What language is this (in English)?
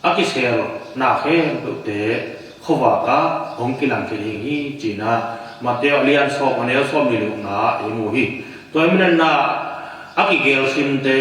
Tedim Chin